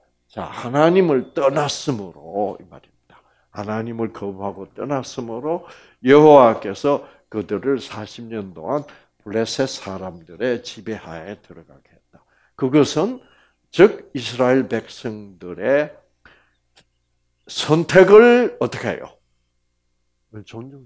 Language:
Korean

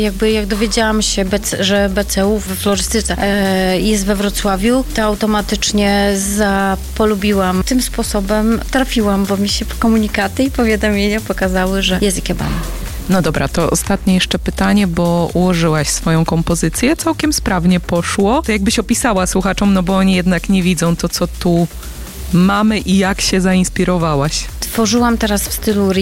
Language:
Polish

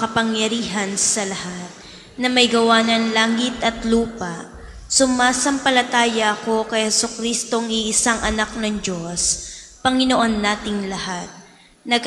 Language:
Filipino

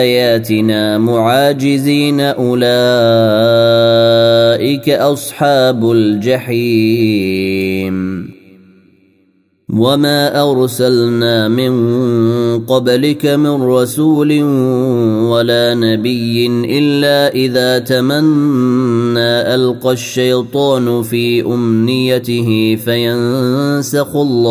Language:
Arabic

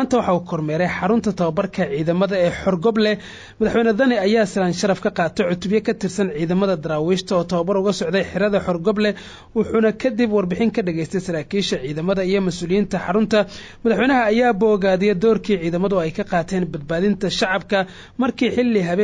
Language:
Somali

